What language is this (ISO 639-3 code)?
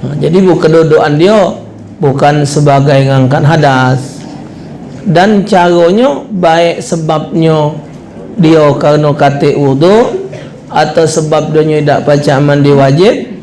mui